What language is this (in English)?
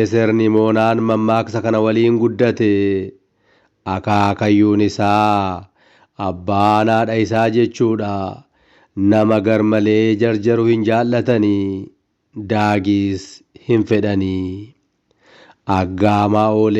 Oromo